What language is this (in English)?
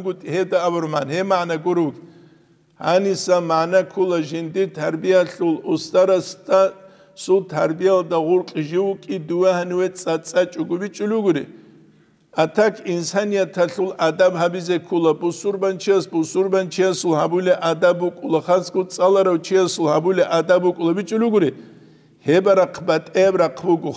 Avaric